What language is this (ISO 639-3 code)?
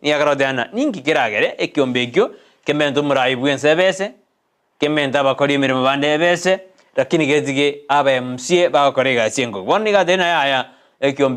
guz